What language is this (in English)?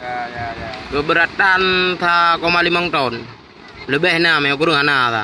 Achinese